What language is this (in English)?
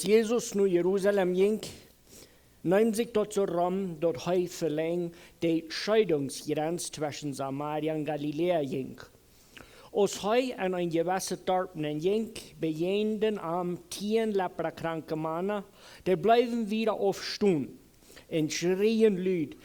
Plautdietsch